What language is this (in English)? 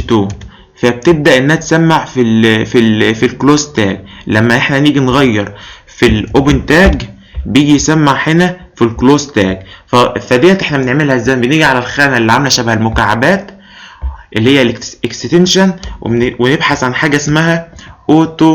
Egyptian Arabic